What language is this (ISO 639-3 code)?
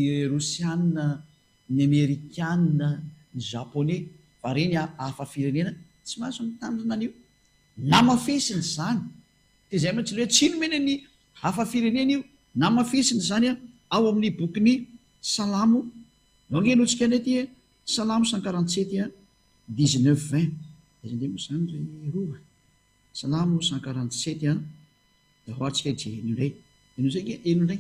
mlg